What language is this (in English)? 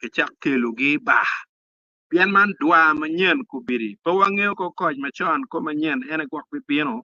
Acoli